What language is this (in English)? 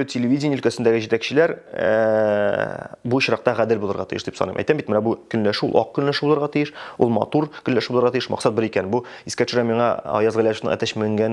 Tatar